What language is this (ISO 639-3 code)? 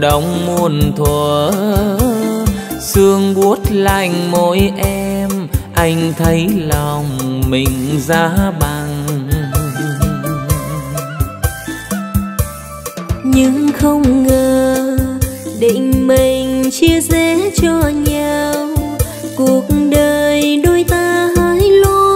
vie